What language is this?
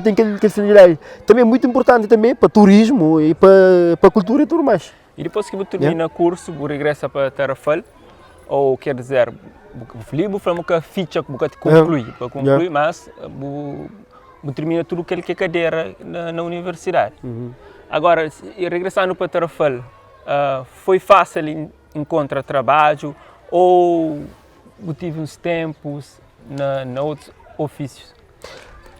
Kabuverdianu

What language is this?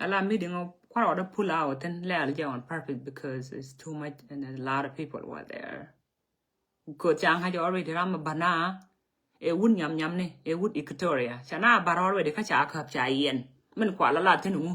Nuer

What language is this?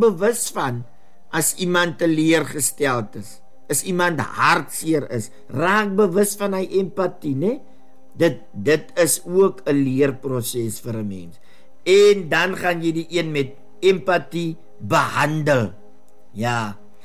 Afrikaans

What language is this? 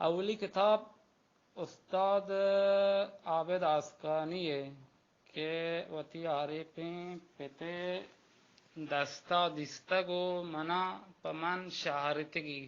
Baluchi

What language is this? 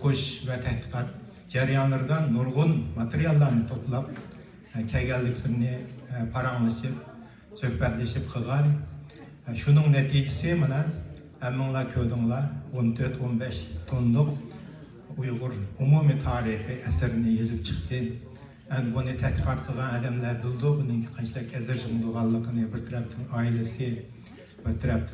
Uyghur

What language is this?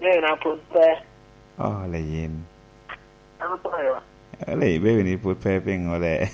Lango (Uganda)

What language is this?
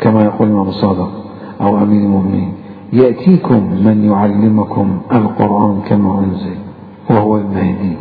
Mesopotamian Arabic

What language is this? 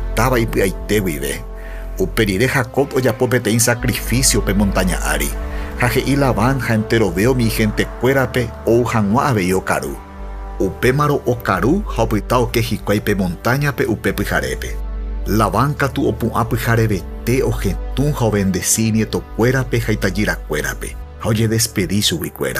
Guarani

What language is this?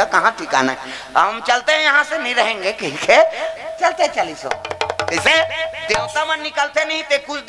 Chhattisgarhi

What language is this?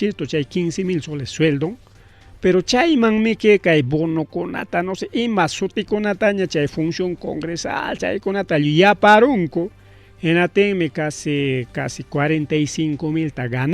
Ayacucho Quechua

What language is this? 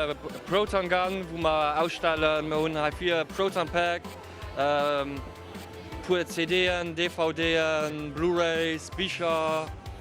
Luxembourgish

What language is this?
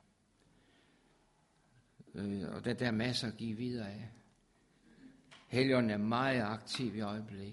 Danish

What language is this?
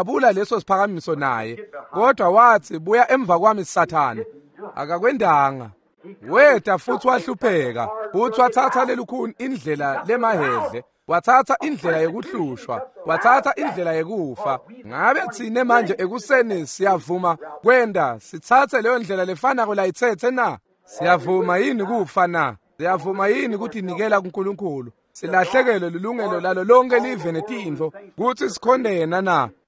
Swati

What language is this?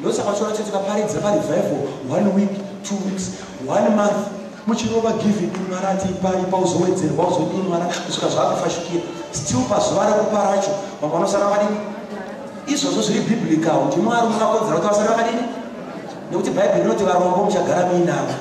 Shona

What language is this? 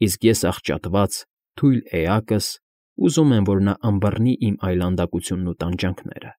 Armenian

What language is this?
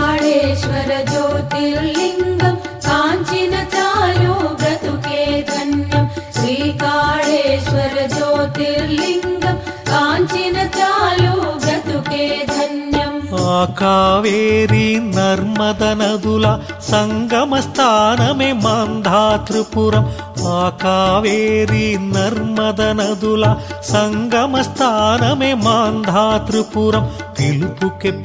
Telugu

